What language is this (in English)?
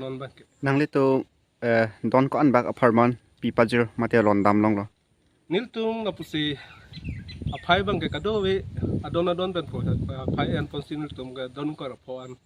Karbi